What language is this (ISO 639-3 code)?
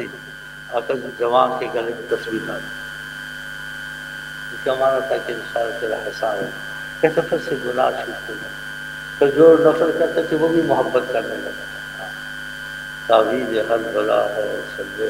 urd